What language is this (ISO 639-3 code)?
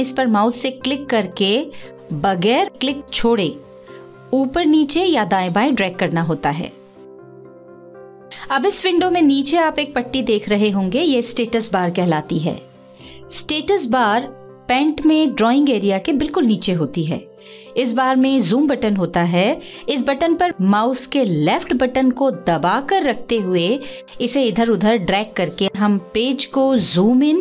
hin